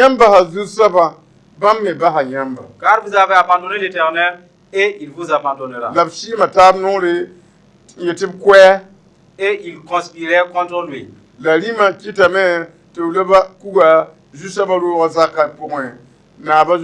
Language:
Mossi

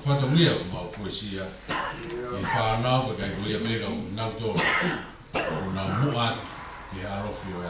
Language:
Tongan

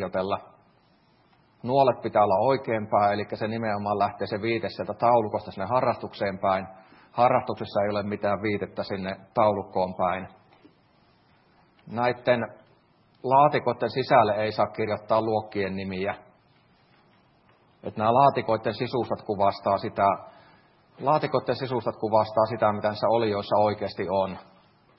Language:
Finnish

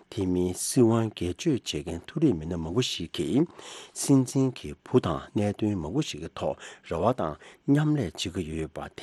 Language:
Tibetan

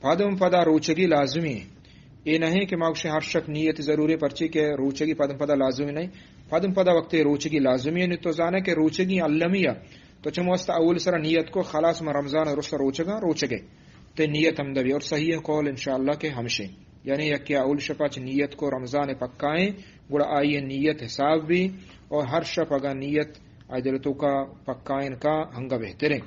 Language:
Eastern Balochi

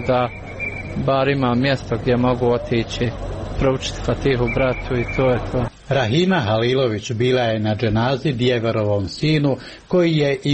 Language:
Serbian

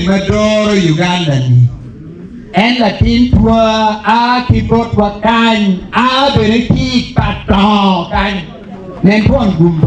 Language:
Acoli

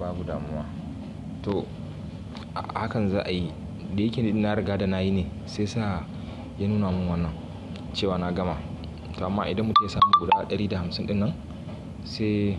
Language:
Hausa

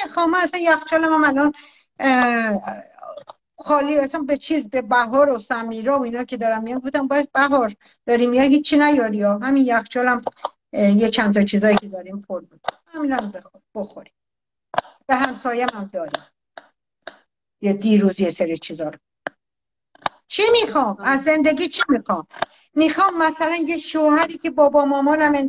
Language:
Persian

